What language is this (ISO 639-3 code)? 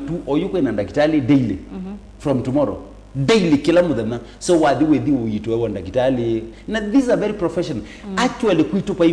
kam